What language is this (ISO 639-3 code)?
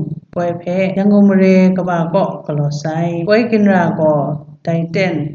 kac